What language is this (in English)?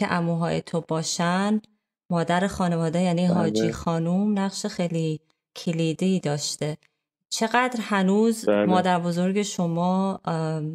Persian